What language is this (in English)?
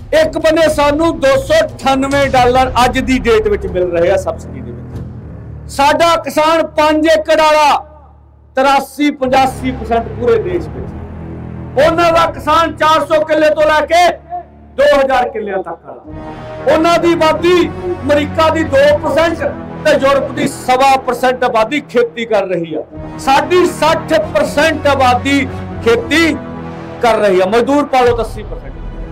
Punjabi